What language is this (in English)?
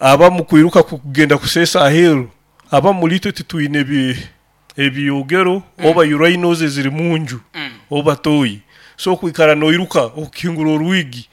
Nyoro